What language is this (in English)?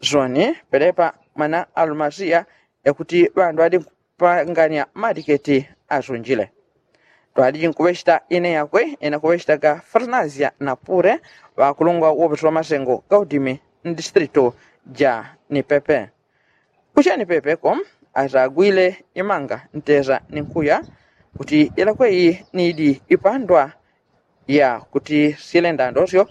Yao